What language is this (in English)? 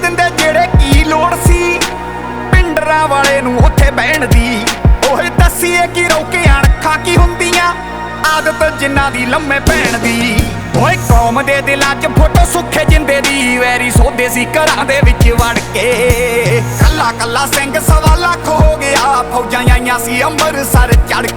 Punjabi